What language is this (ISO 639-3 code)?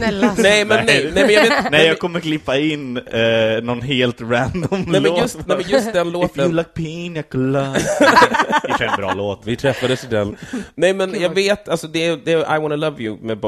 swe